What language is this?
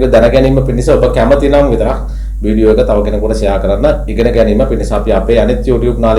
Sinhala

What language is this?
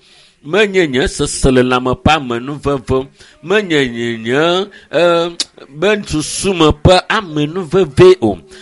Ewe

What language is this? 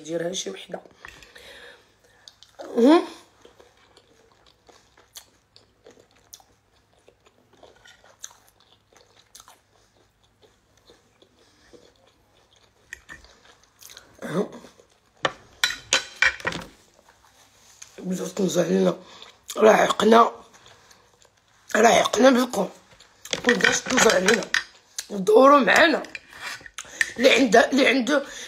Moroccan Arabic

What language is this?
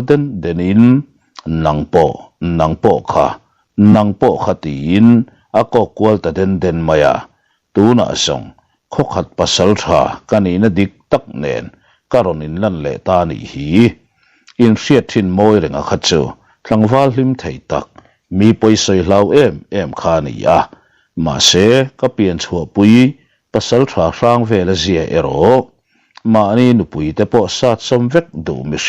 Mizo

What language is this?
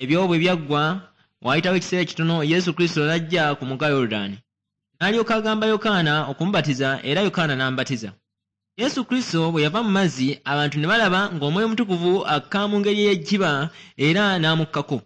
Ganda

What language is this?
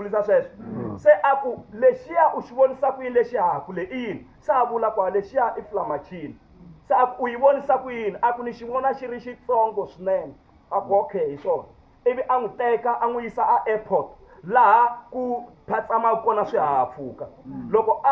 Tsonga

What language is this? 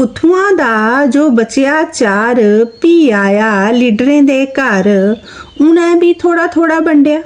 Dogri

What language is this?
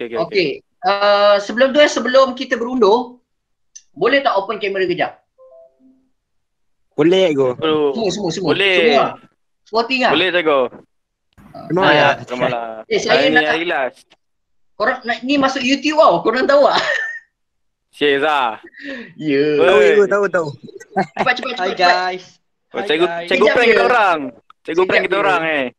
Malay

